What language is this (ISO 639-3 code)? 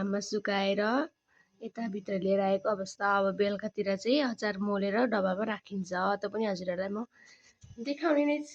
nep